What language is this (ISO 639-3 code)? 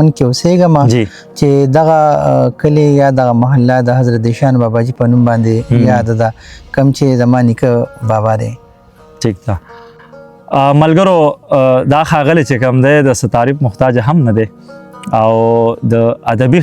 pus